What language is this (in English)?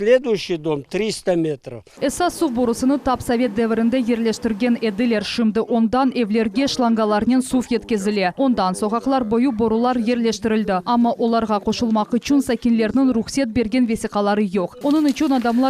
Crimean Tatar